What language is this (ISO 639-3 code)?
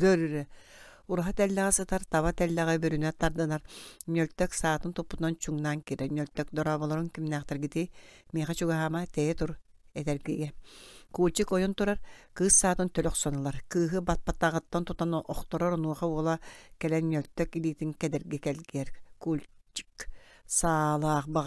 sah